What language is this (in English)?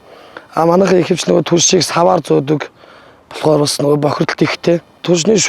Mongolian